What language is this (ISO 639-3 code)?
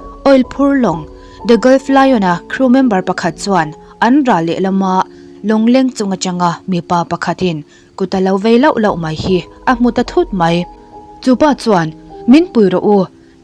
lus